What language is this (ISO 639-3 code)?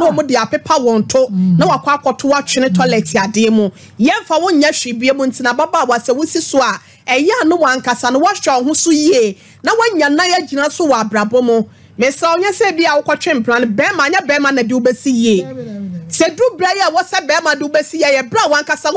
aka